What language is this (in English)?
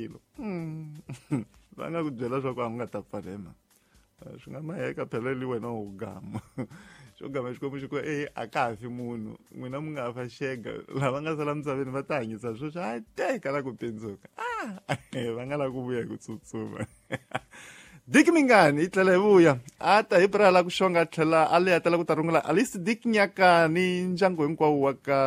Tsonga